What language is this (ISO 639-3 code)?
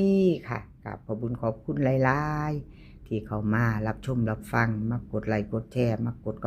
tts